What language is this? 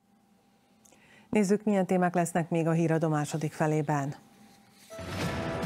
Hungarian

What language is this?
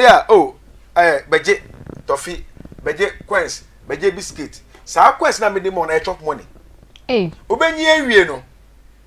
Akan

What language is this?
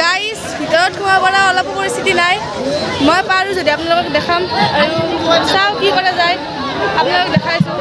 Assamese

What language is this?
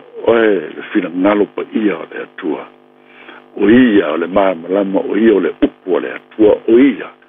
Samoan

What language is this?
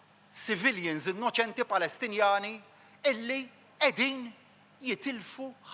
Maltese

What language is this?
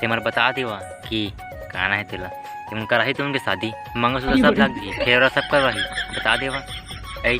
Chhattisgarhi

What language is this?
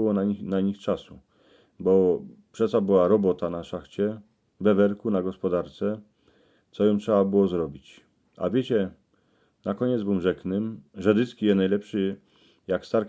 Silesian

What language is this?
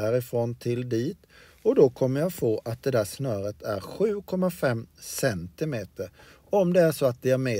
Swedish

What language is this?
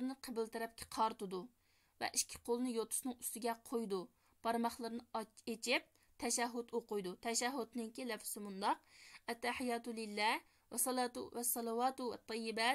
Uyghur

